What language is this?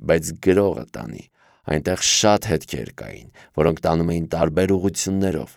Armenian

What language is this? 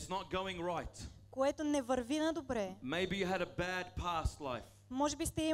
Bulgarian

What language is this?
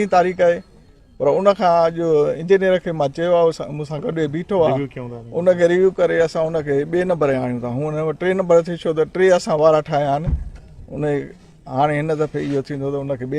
Sindhi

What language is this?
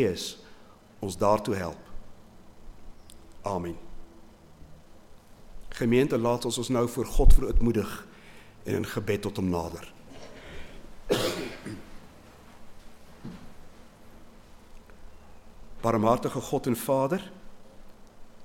Afrikaans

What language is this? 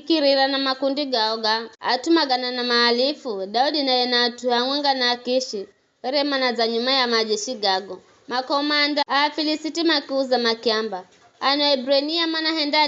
Giryama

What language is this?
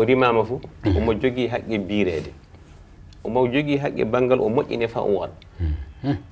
Fula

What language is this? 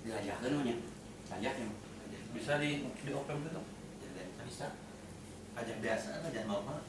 Sundanese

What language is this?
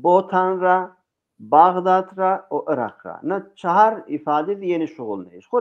Zaza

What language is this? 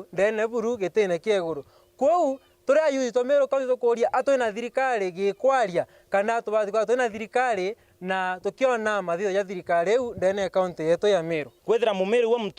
Meru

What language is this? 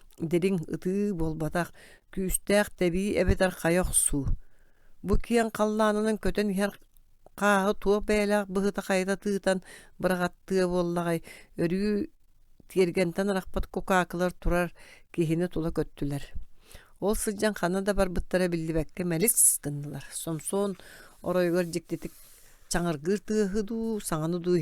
Yakut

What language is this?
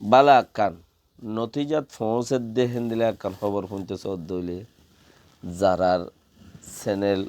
Rohingya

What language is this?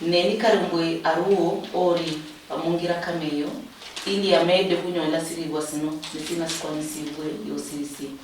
Luyia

